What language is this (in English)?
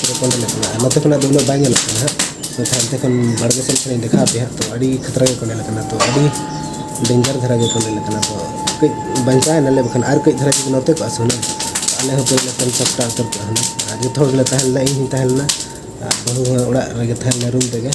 Santali